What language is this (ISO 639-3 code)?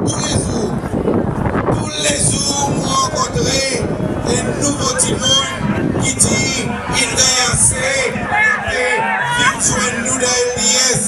crs